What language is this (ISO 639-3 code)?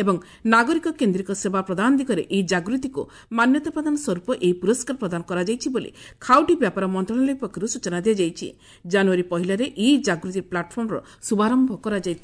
ori